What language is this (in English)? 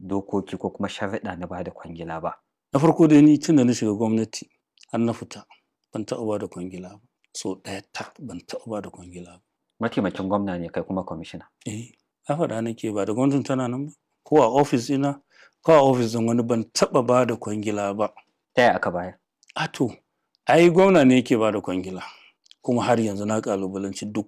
Hausa